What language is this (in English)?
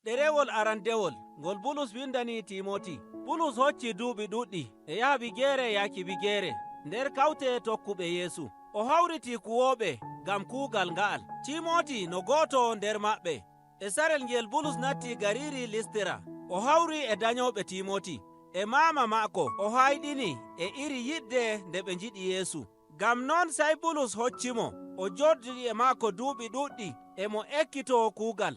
Nigerian Fulfulde